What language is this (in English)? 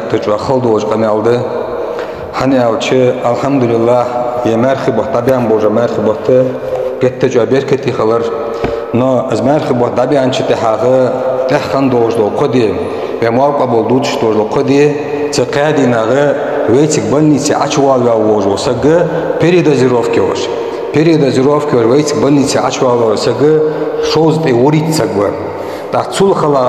Ingush